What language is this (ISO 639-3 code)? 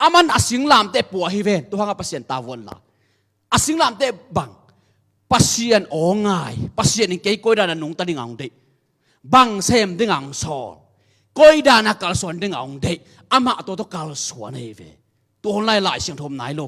ctd